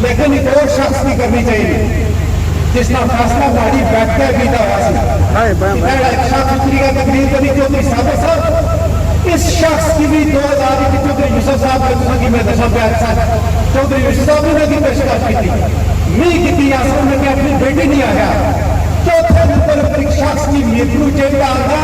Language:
Pahari-Potwari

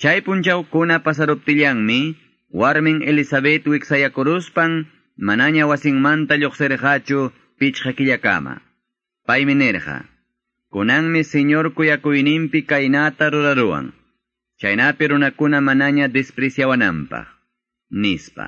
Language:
Quechua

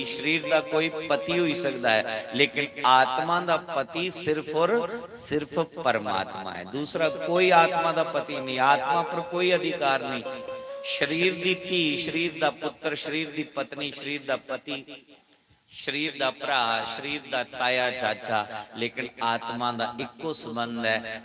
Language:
Dogri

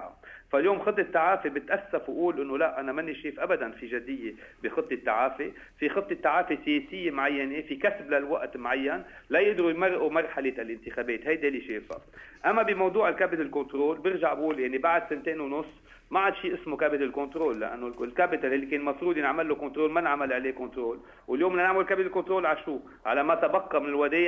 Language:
North Levantine Arabic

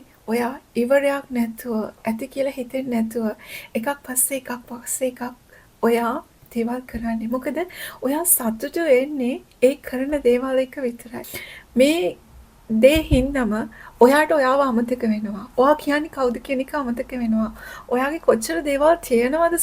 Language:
Sinhala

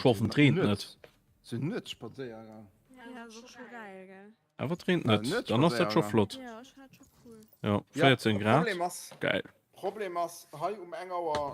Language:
Luxembourgish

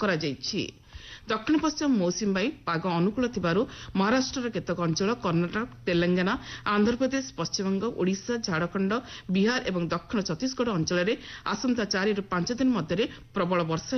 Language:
Odia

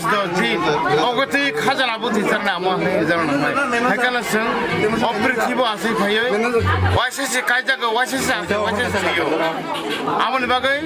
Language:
Kok Borok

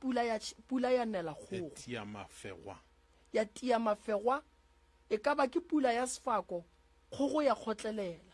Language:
Northern Sotho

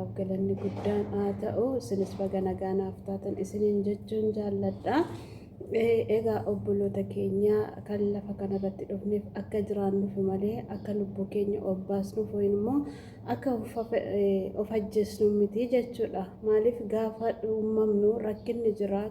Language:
Oromo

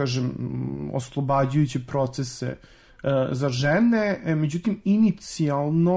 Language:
Serbian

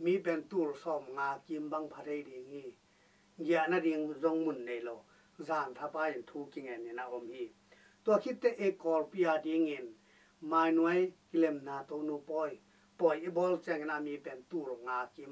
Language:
Tedim Chin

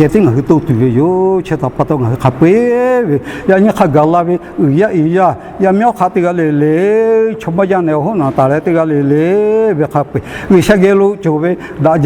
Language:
Lahu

